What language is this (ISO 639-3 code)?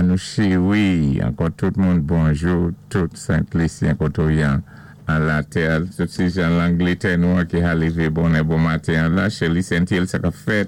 acf